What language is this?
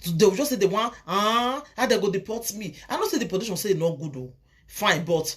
Nigerian Pidgin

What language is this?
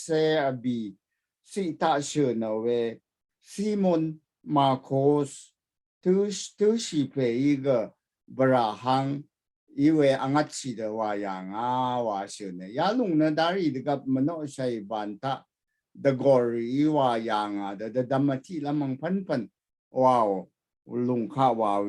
Rawang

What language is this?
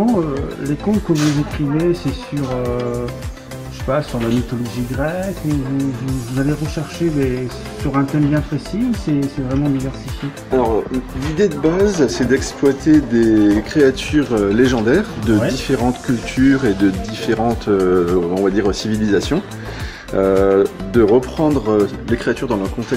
French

